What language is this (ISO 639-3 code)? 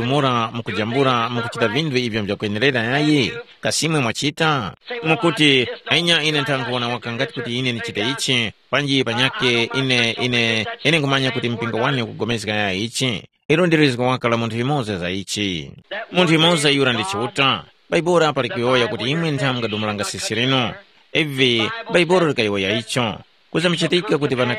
tum